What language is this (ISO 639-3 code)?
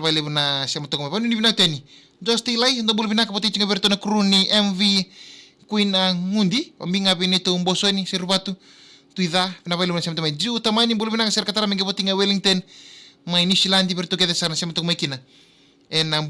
fij